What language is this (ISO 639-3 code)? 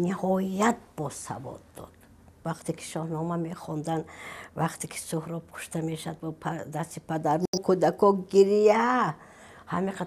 tgk